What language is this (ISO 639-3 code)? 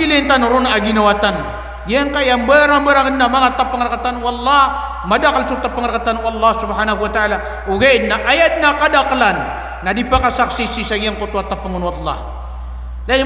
mrw